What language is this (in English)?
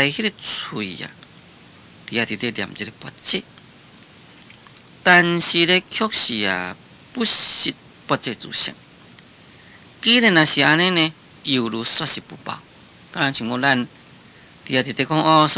Min Nan Chinese